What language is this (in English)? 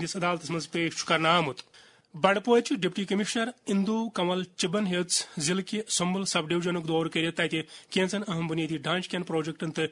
Kashmiri